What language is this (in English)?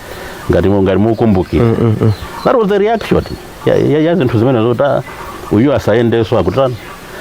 Nyanja